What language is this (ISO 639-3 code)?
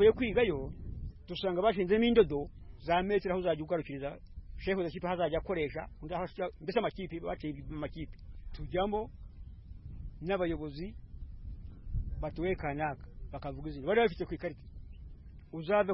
kin